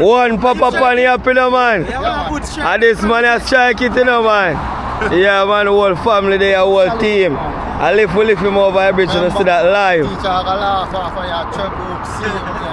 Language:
Jamaican Creole English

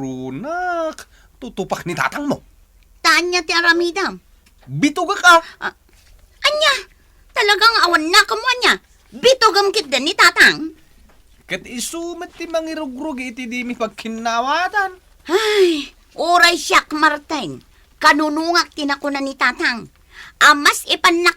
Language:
Iloko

